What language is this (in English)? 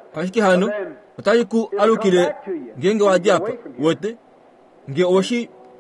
Kuanyama